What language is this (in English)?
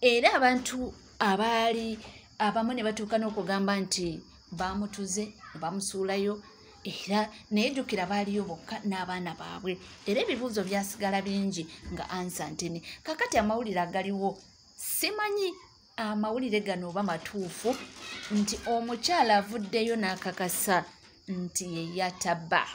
Ganda